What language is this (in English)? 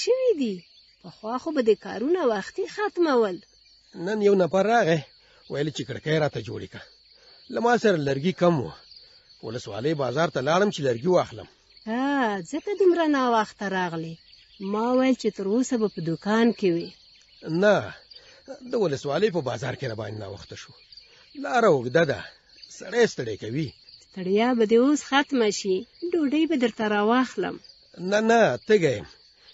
Pashto